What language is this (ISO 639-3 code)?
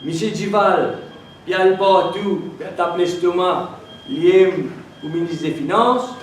mfe